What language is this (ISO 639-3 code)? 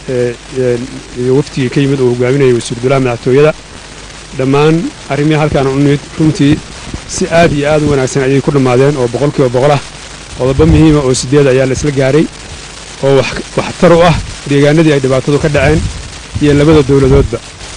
som